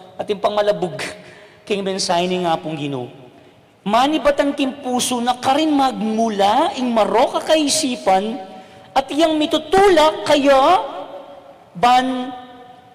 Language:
Pampanga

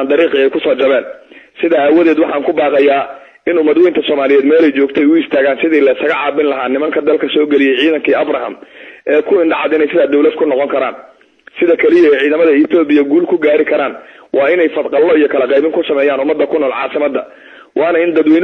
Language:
Somali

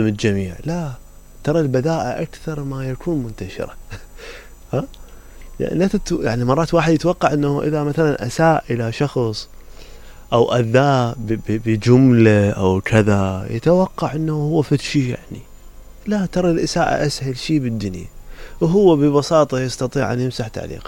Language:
Mesopotamian Arabic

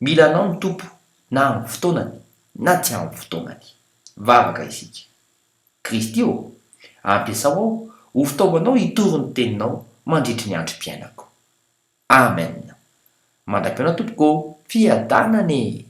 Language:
Malagasy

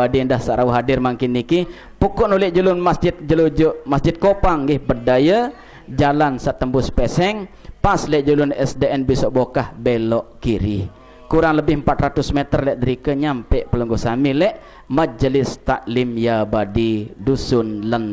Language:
Sasak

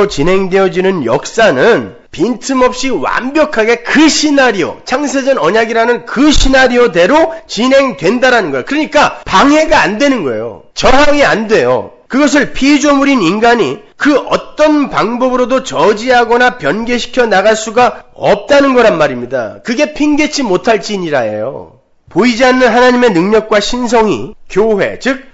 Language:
Korean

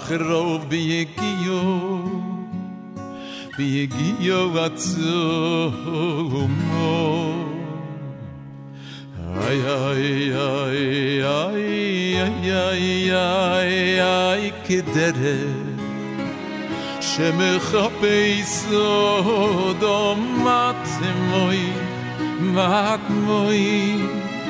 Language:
Estonian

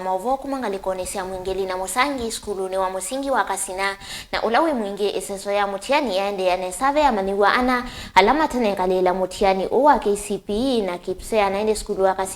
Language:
Kamba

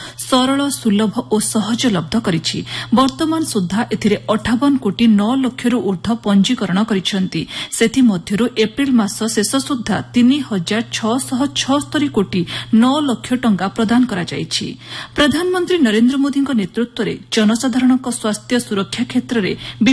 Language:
Odia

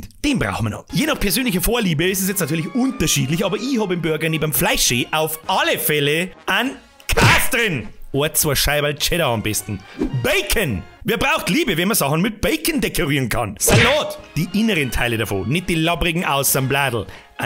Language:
Bavarian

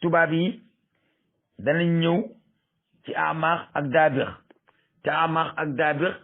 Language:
Wolof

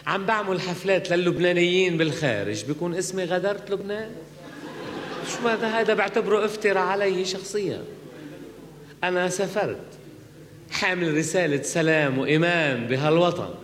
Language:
North Levantine Arabic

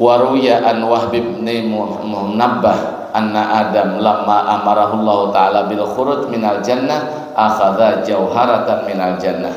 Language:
Banjar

